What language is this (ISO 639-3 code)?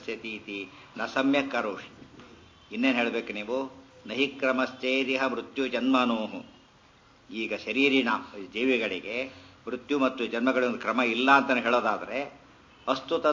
kan